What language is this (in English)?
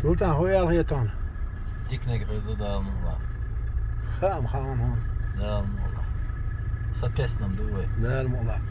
Chechen